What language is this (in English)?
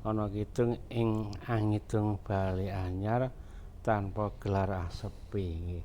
Javanese